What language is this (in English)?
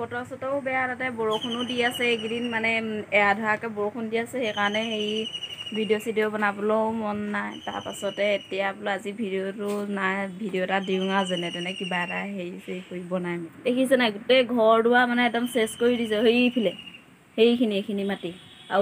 Assamese